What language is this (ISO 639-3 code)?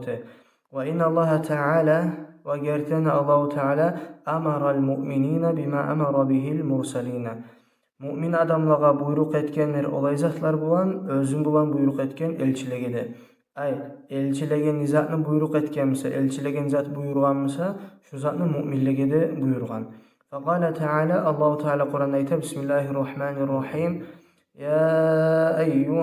kum